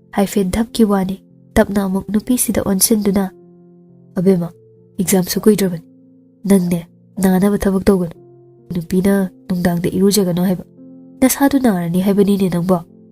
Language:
Manipuri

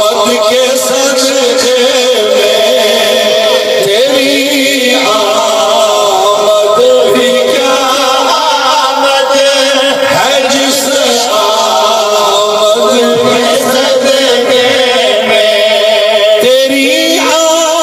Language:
Saraiki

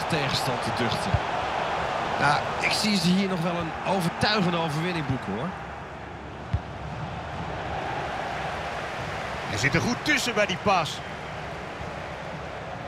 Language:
Dutch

